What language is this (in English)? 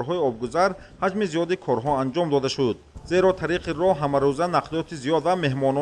Tajik